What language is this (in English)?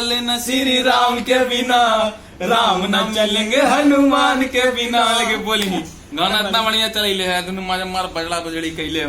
Magahi